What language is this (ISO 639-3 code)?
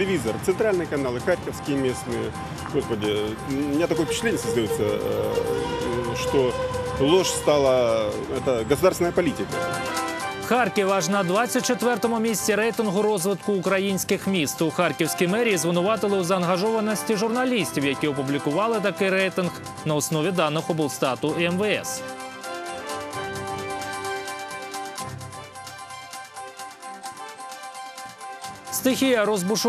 ukr